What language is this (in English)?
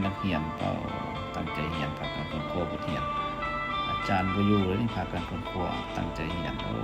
Lao